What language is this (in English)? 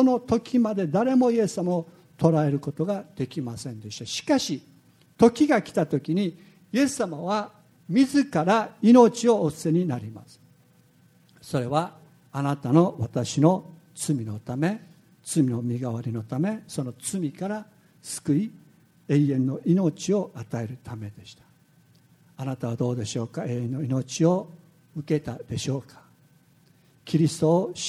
Japanese